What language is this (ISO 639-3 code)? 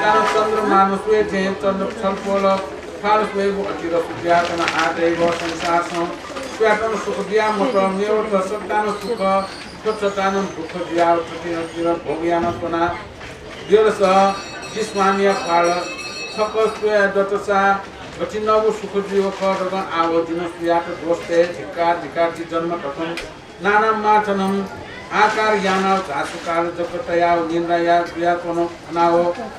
new